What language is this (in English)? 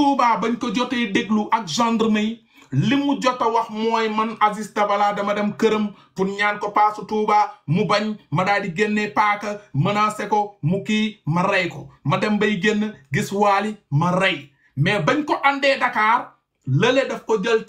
Wolof